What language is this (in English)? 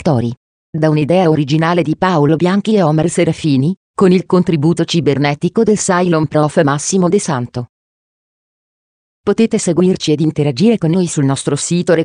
Italian